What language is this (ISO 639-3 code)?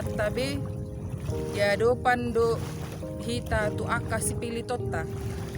bbc